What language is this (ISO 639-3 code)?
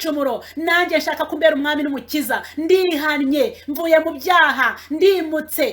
kin